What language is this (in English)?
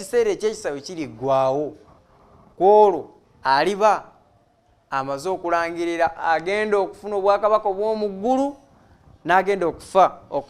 Ganda